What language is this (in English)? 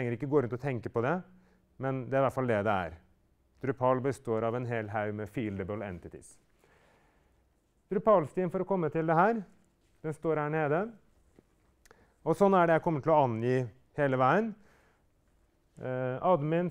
Norwegian